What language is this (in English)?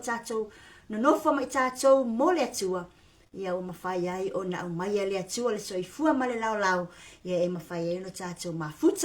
Samoan